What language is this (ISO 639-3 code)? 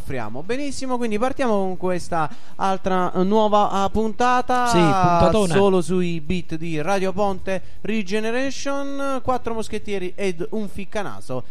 ita